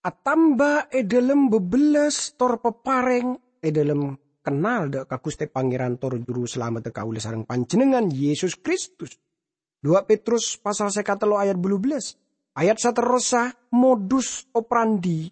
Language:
Madurese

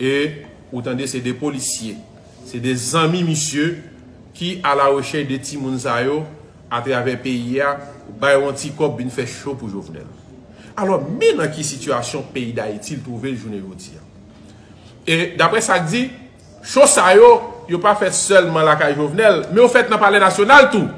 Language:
Haitian Creole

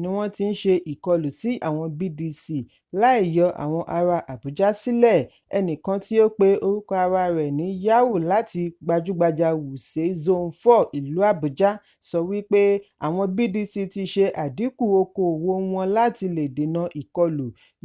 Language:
Yoruba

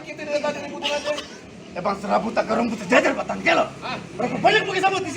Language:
Betawi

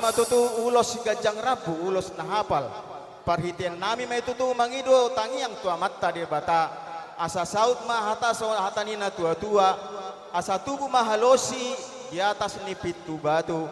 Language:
Batak Toba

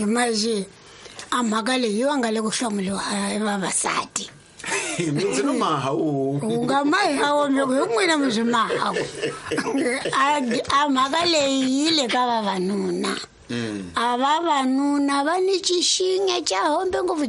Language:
Tsonga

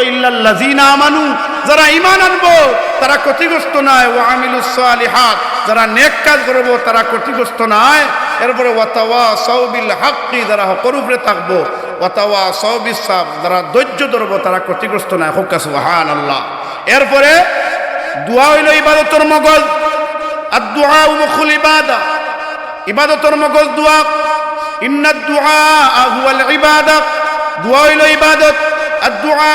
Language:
Sylheti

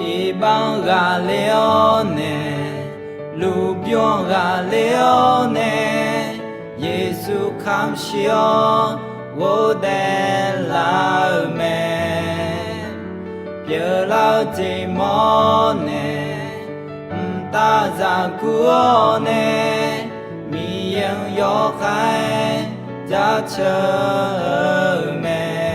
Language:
Akha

